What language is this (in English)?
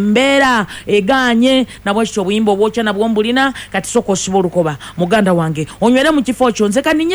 Ganda